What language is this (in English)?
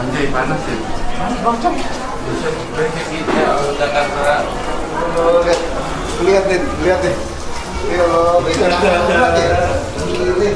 Betawi